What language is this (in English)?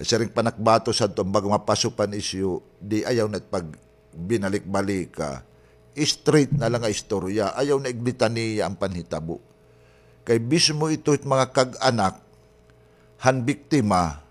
Waray